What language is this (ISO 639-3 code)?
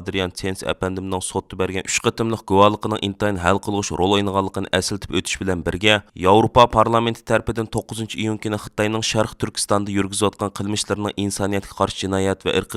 uig